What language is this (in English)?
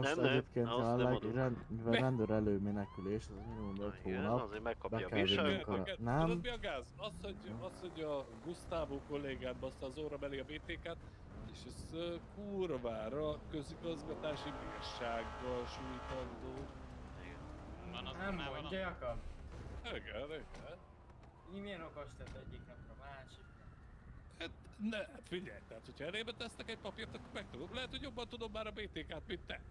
Hungarian